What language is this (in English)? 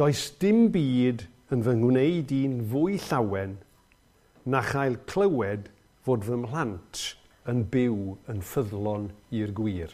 Welsh